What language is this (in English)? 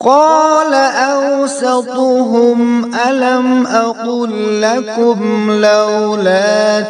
Kashmiri